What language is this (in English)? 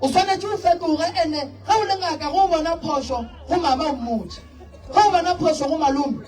Northern Sotho